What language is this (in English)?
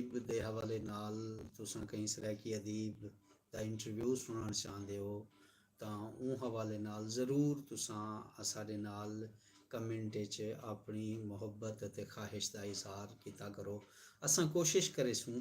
Saraiki